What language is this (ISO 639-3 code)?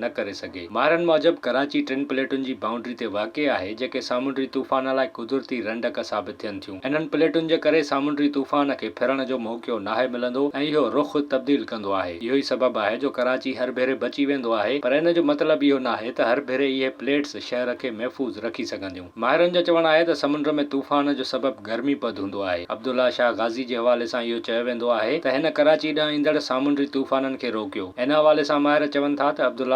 snd